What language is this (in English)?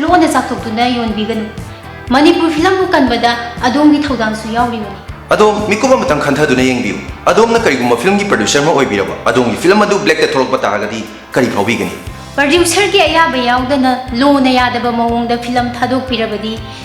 Manipuri